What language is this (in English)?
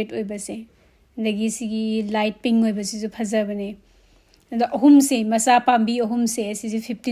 Manipuri